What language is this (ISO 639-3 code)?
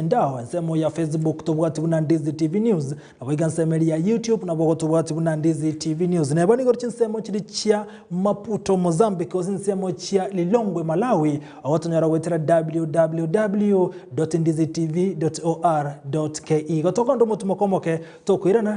guz